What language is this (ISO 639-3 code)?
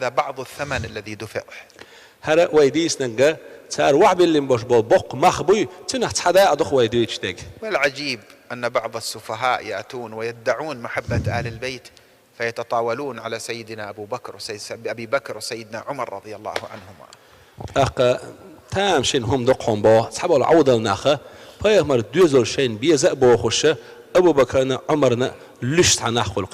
che